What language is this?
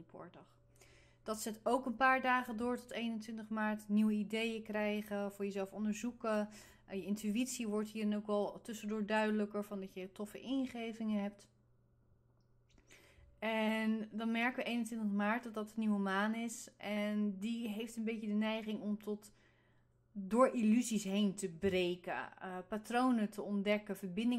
Dutch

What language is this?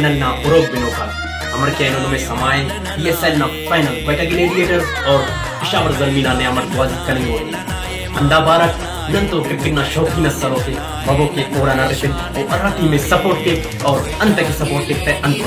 Brahui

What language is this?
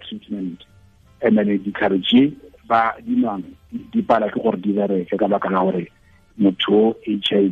Tswana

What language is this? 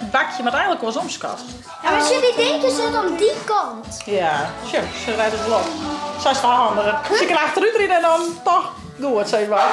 Western Frisian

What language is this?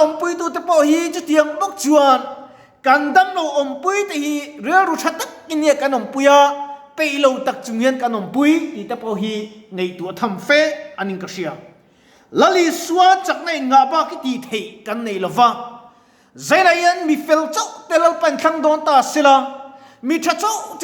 Mizo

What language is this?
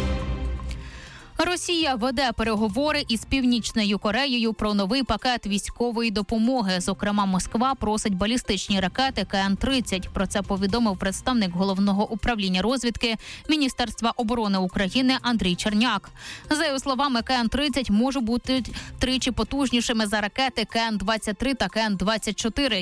Ukrainian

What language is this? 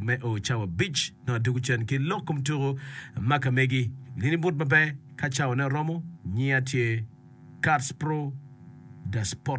Acoli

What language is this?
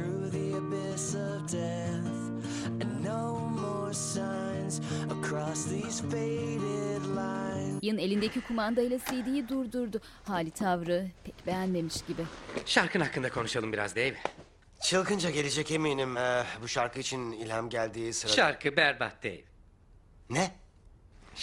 Turkish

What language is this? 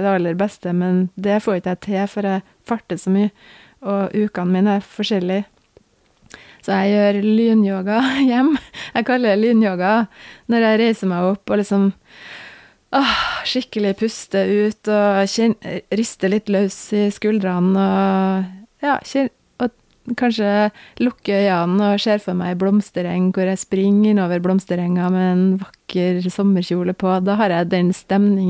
Norwegian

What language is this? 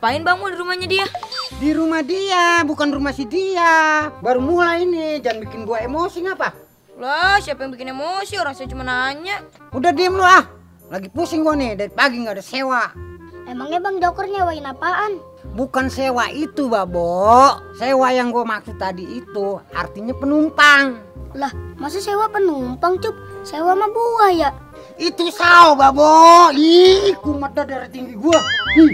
Betawi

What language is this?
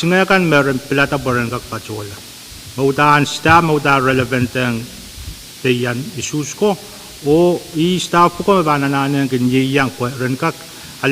Pohnpeian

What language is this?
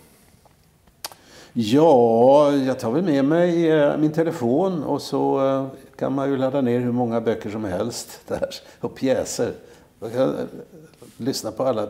Swedish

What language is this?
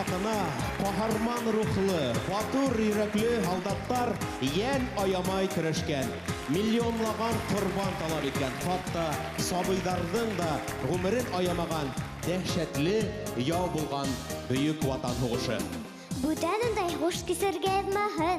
Bashkir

